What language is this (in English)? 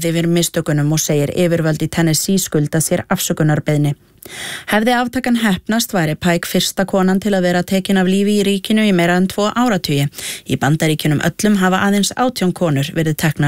Icelandic